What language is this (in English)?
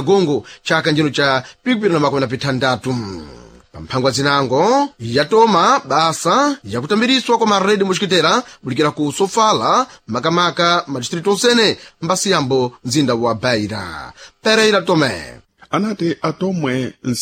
Sena